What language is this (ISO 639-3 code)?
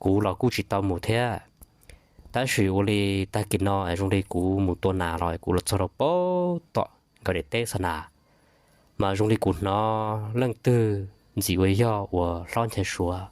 hmn